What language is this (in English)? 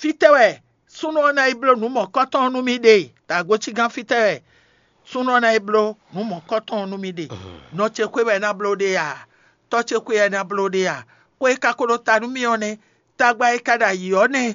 Fon